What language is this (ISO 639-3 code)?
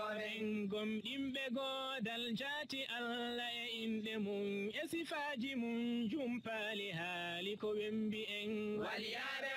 ful